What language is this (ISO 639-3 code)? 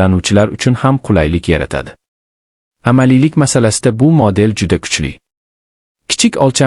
uzb